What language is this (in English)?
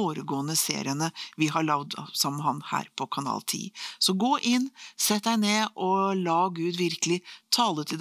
Norwegian